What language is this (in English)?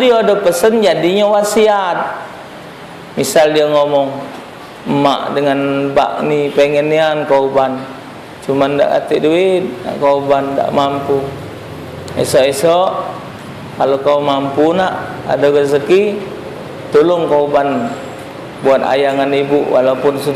Musi